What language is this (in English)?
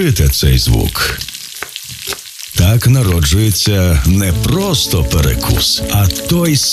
Ukrainian